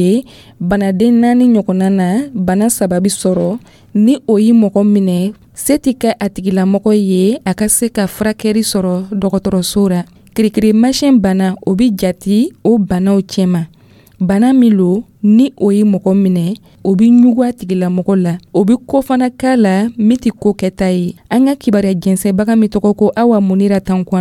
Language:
Dyula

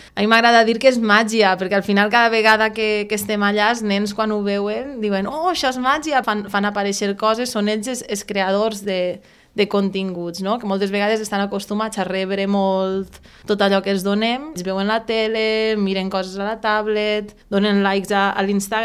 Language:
Catalan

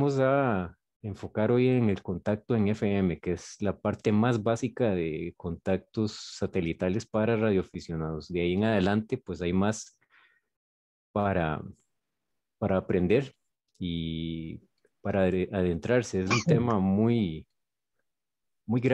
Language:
Spanish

